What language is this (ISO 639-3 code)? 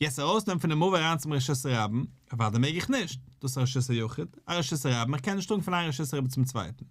yid